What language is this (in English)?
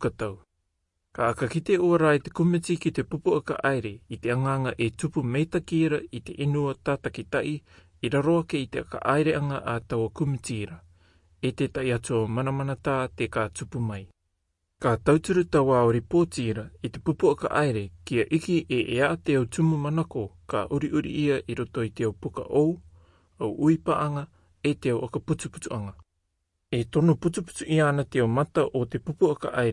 Rarotongan